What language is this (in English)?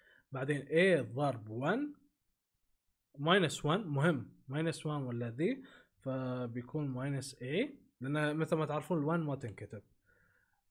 Gulf Arabic